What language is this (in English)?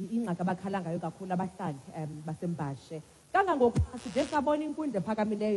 Xhosa